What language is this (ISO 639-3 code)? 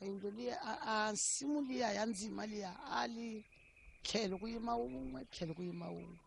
tso